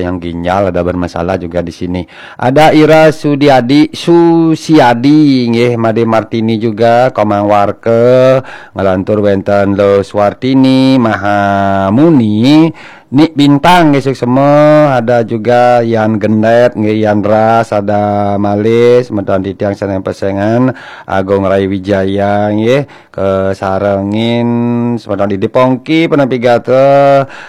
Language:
Balinese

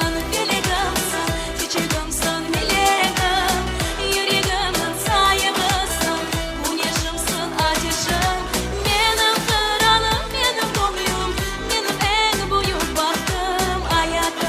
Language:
Crimean Tatar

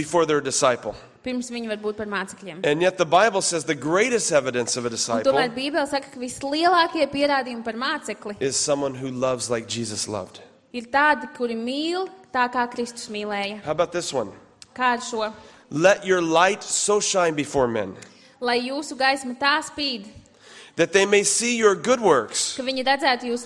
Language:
Latvian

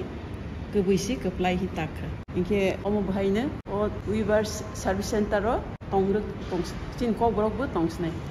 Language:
Kok Borok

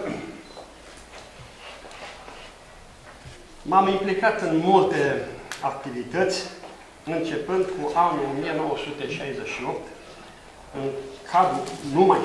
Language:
Romanian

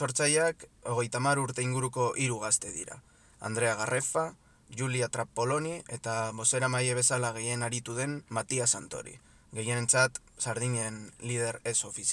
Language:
Basque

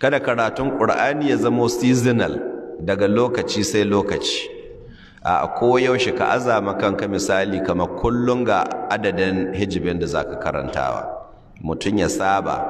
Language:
Hausa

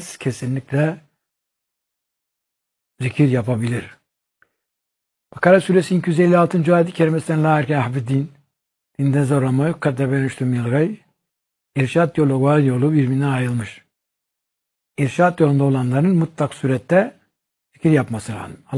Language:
Turkish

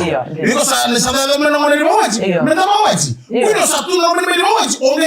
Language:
Fijian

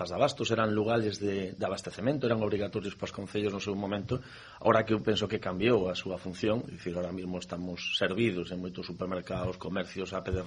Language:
Galician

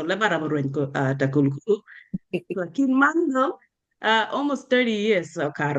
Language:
Acoli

